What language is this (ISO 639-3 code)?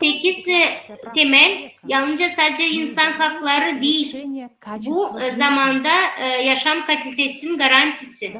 gag